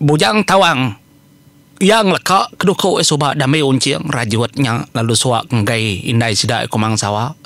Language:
Iban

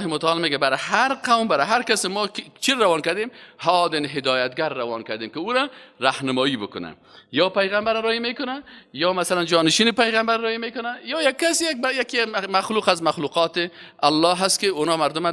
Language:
Persian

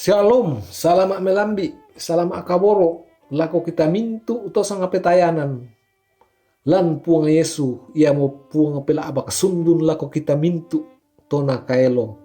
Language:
Toraja-Sa'dan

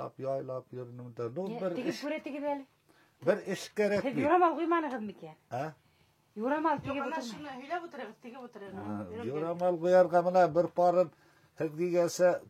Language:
Bashkir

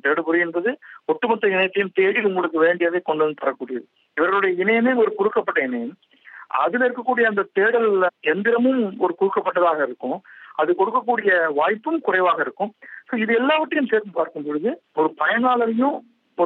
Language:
Tamil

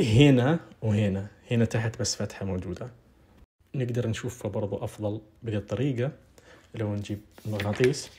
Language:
Najdi Arabic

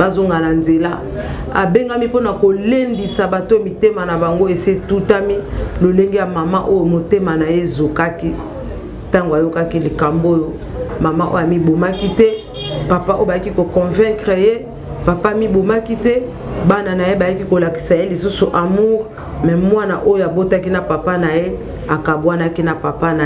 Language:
Lingala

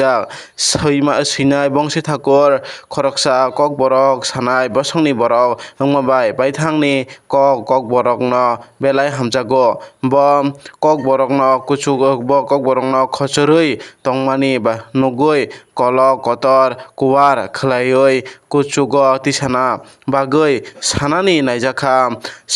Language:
Kok Borok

